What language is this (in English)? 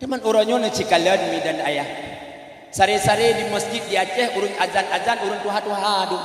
Achinese